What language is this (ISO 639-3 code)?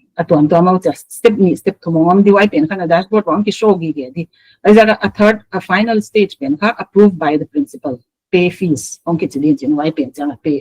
pck